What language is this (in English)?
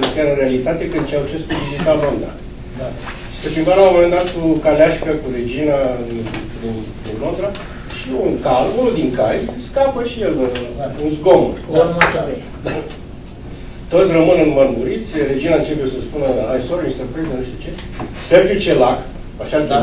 Romanian